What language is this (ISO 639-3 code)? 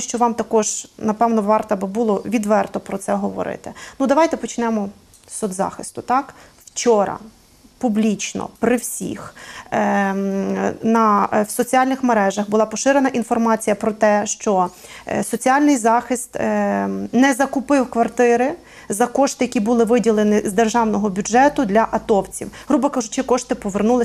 ukr